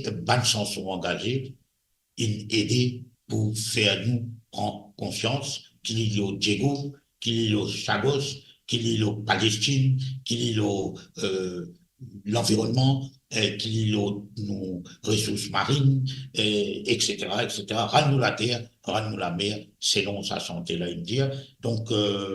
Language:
Morisyen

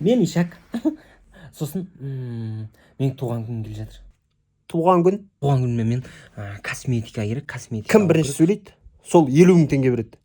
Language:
Kazakh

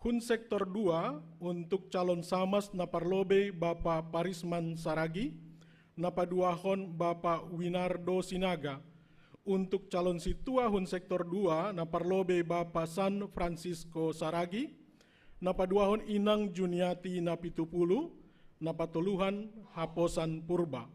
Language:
Batak Simalungun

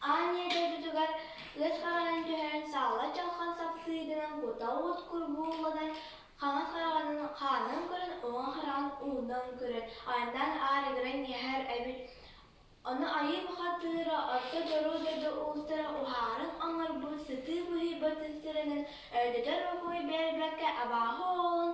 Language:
Yakut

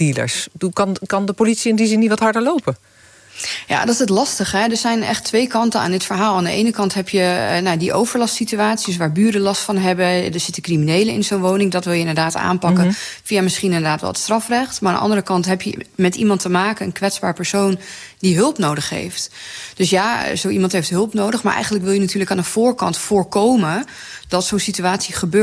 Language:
Dutch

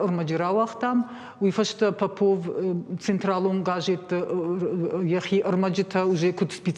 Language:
Ossetic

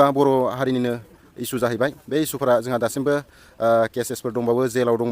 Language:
Bodo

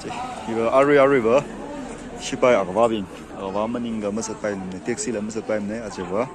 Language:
Tangkhul Naga (India)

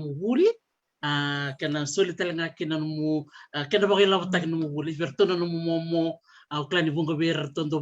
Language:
Fijian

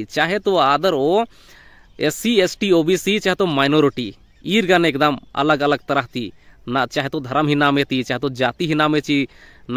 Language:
Kurukh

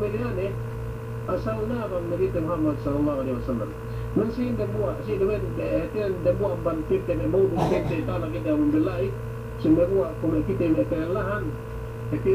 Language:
Yakan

